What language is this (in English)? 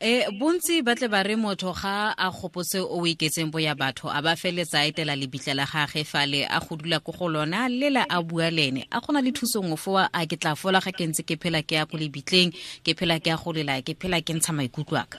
Tswana